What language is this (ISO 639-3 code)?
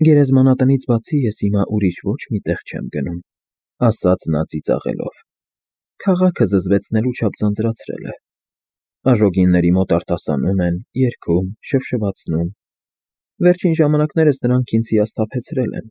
hye